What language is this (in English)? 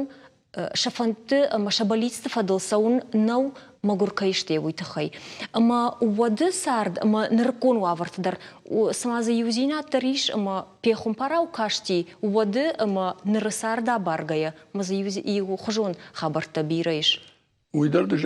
Ossetic